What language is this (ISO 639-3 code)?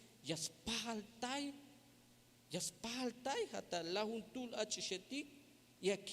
tzh